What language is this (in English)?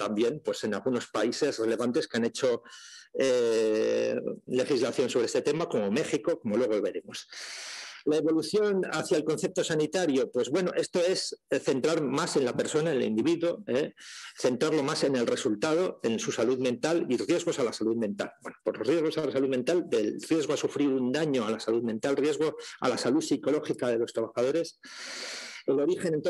Spanish